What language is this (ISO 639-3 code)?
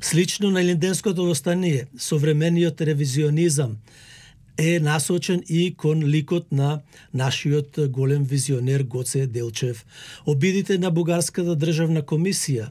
mkd